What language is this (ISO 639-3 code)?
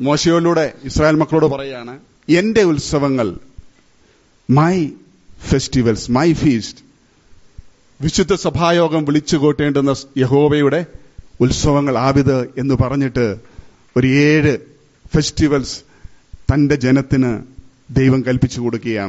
mal